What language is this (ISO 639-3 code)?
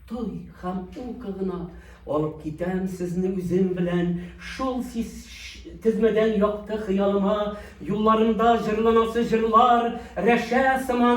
tat